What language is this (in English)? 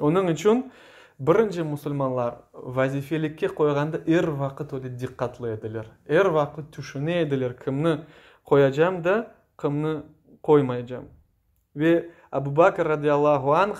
Crimean Tatar